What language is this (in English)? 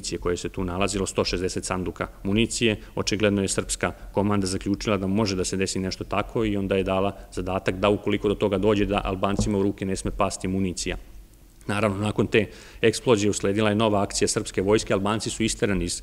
Serbian